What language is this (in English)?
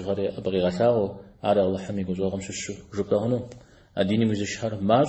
Kabardian